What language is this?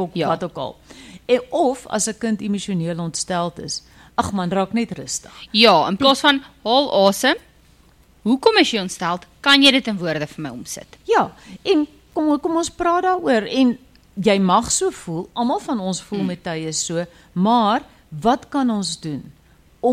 Afrikaans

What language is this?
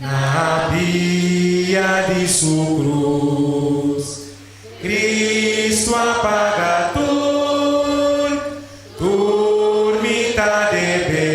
Papiamento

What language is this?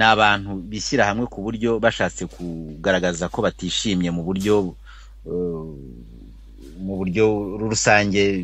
Kinyarwanda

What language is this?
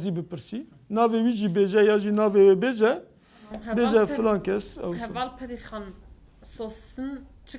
Kurdish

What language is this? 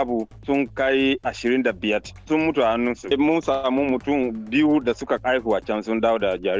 Hausa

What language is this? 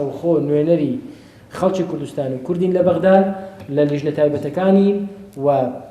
Central Kurdish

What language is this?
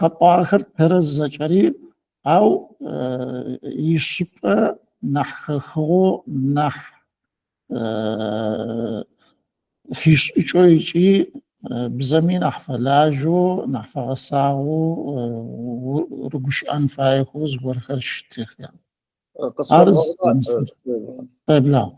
Adyghe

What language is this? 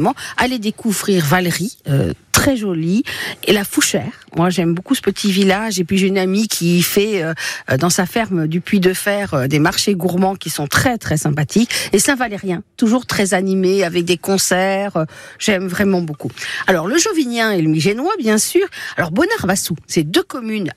French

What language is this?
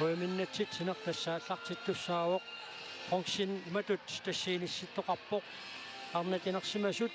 Kalaallisut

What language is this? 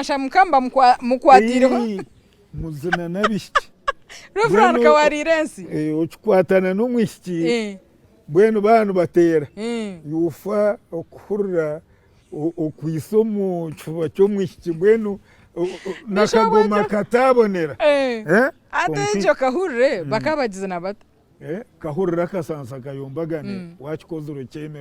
Nyankole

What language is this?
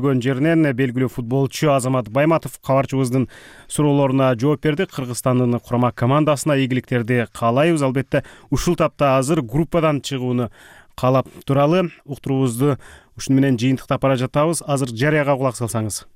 Kyrgyz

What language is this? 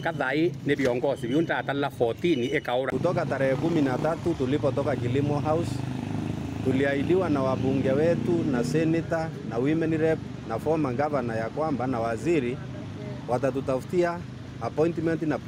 Meru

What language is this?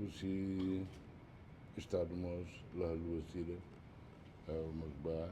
Tetum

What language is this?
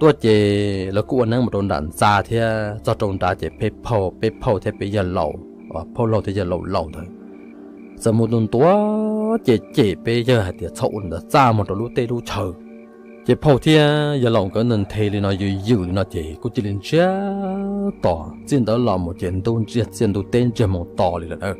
Hmong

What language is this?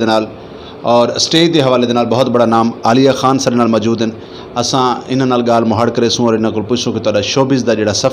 Saraiki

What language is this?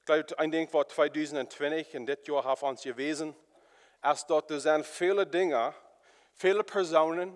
Plautdietsch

